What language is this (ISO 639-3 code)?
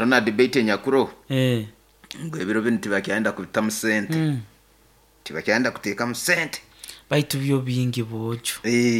nyo